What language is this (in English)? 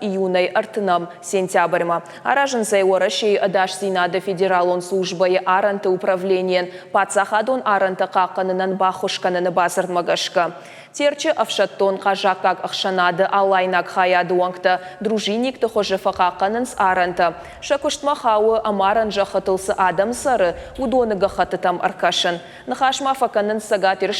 Ossetic